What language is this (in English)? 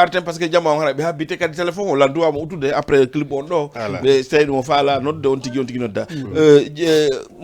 Fula